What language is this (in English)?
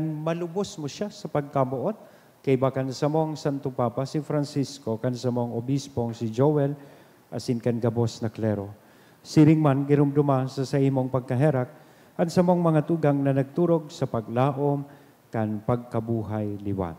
Bikol